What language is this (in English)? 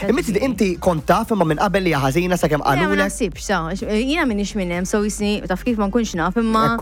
Maltese